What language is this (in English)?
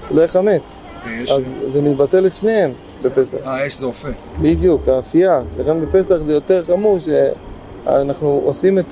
Hebrew